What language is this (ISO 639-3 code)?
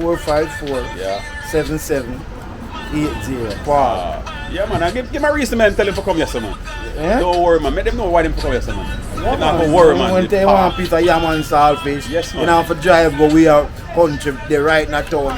jam